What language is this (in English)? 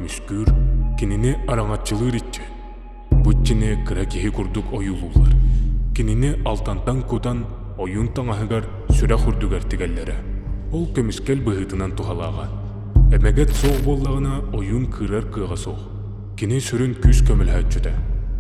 Yakut